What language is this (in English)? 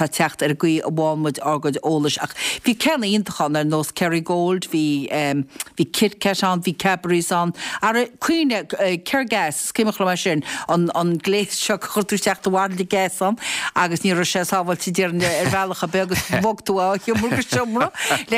Irish